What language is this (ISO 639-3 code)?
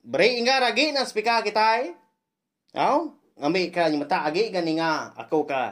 iba